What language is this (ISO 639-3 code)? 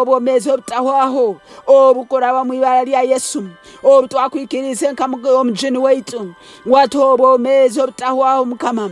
nyn